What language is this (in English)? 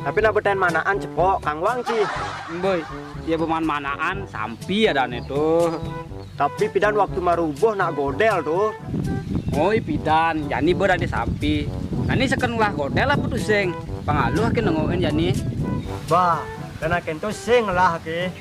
Balinese